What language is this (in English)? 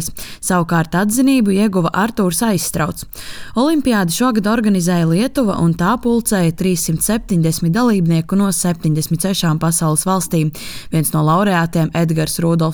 Latvian